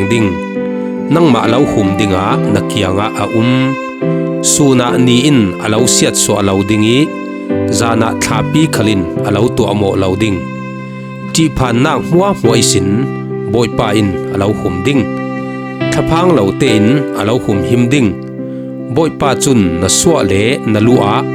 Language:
Falam Chin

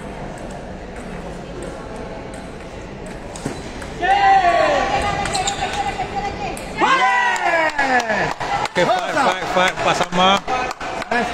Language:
Malay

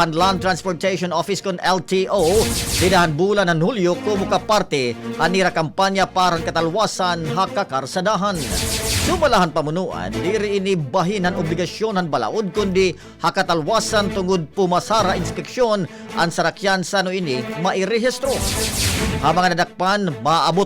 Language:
Waray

